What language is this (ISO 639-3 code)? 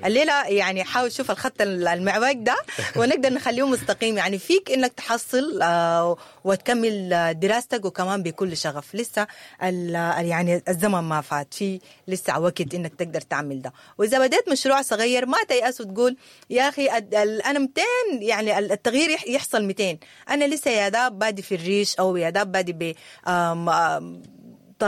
apd